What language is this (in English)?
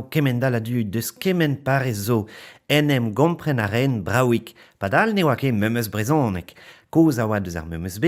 Breton